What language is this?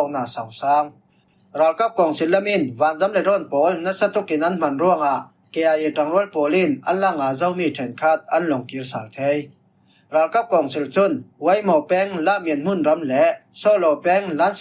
Falam Chin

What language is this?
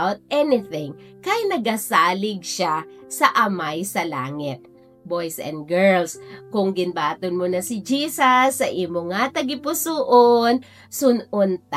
Hiligaynon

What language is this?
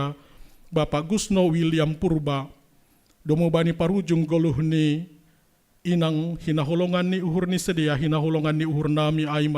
Batak Simalungun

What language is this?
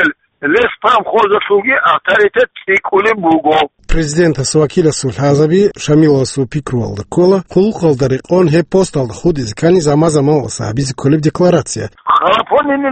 Avaric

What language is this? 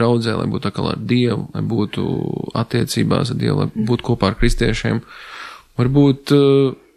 Latvian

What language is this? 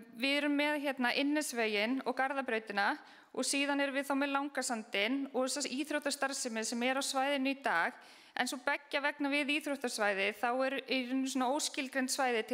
Icelandic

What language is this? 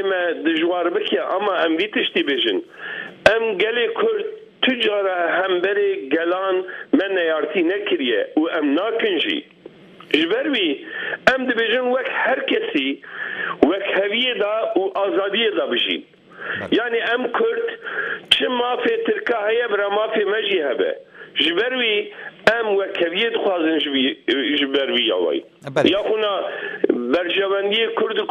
Kurdish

